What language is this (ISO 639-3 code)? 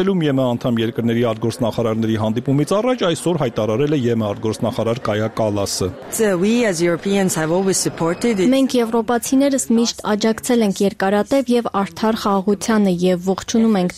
hye